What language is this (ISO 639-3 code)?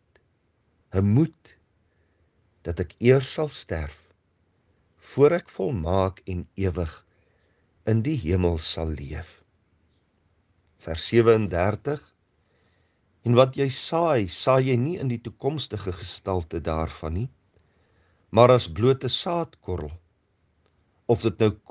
afr